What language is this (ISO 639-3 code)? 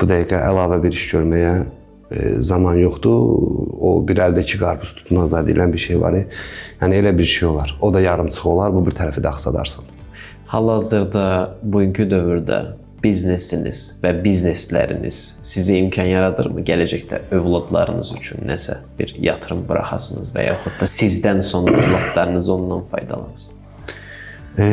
aze